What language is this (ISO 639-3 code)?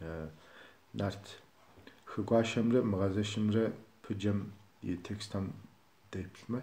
kbd